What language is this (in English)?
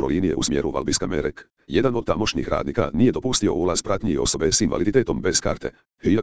Croatian